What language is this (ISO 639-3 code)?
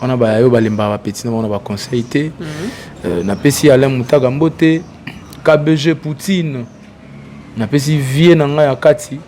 lin